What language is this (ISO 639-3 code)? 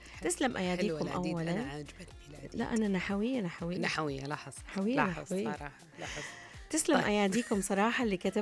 ara